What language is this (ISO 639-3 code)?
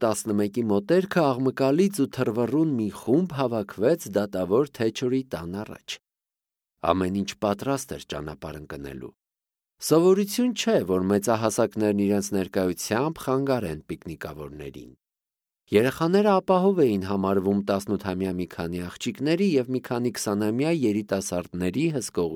hye